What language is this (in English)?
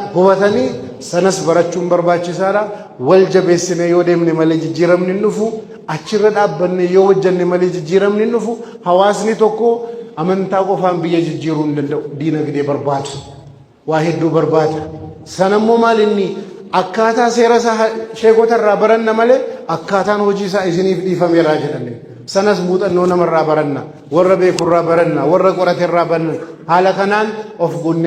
Oromo